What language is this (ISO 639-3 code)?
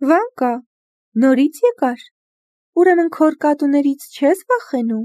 hye